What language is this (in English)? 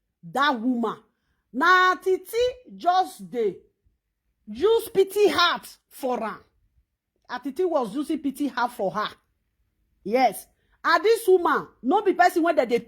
Nigerian Pidgin